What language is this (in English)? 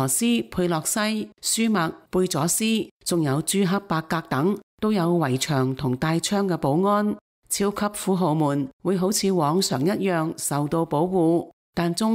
Cantonese